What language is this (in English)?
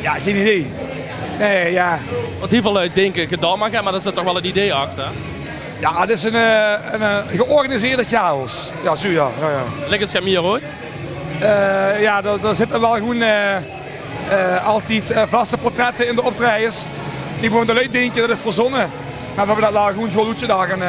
Limburgish